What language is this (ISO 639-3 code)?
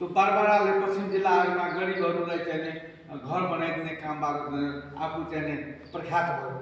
nep